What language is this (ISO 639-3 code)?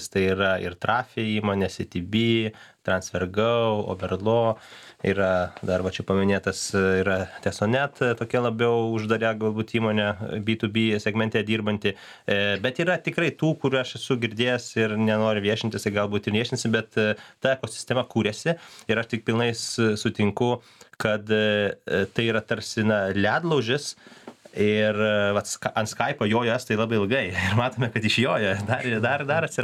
lit